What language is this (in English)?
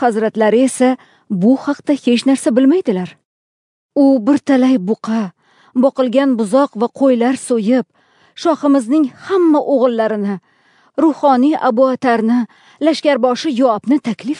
Uzbek